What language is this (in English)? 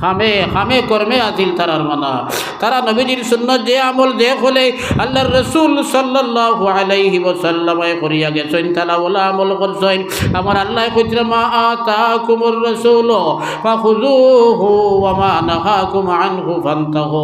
Sylheti